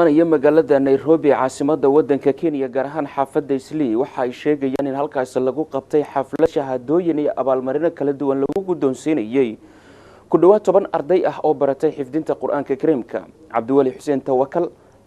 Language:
Somali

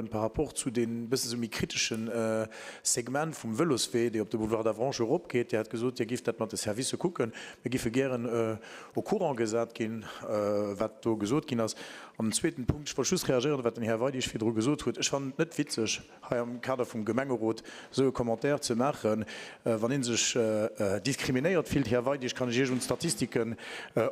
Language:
Luxembourgish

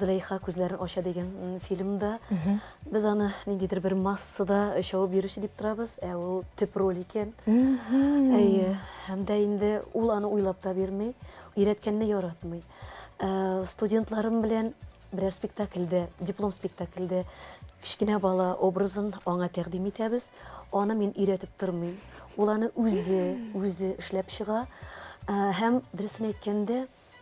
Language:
Tatar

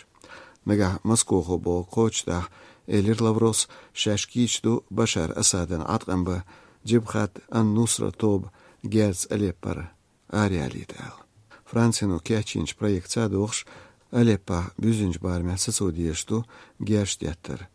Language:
Chechen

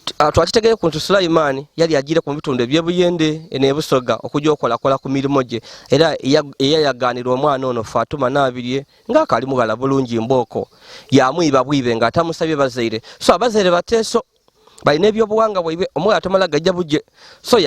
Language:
Ganda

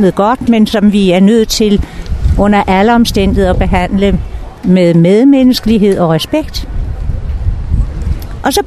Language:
Danish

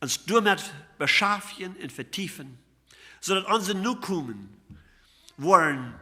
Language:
Plautdietsch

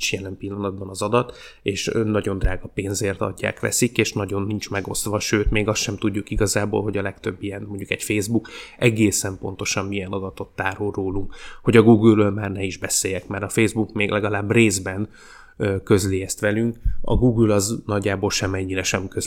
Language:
Hungarian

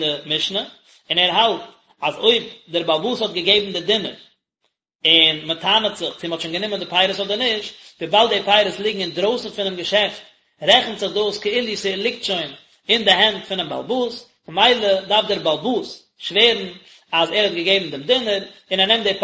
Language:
Yiddish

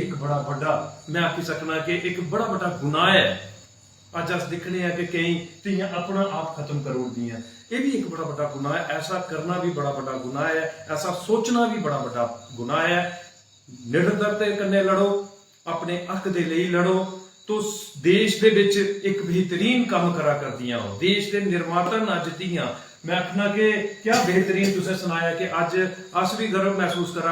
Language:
Dogri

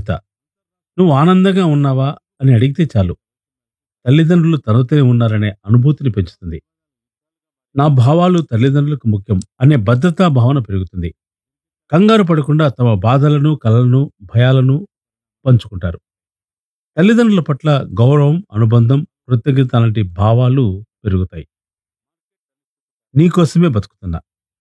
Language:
Telugu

